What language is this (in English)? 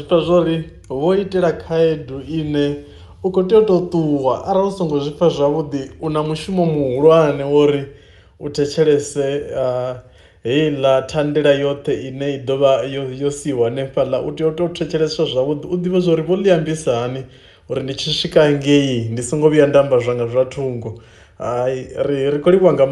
Venda